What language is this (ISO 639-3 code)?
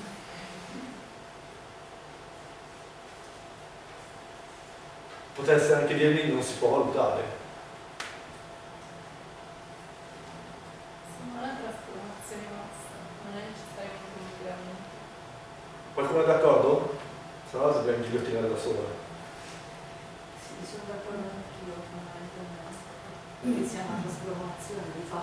ita